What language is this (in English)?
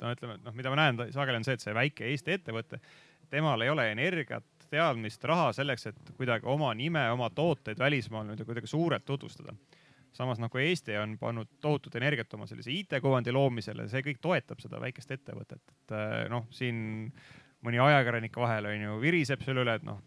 Estonian